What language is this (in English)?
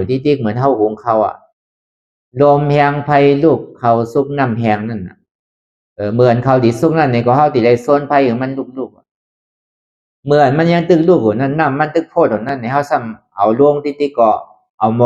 Shan